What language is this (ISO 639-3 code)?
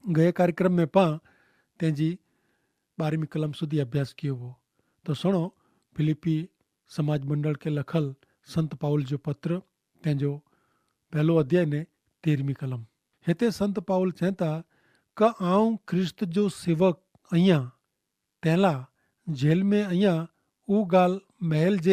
kfr